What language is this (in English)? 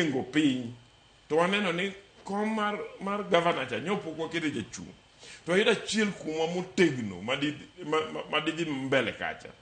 Luo (Kenya and Tanzania)